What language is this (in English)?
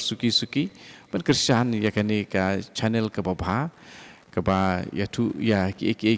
Khasi